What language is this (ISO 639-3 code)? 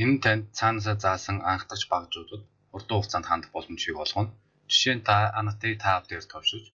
mon